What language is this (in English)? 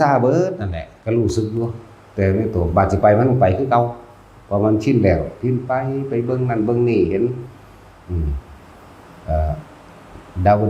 Lao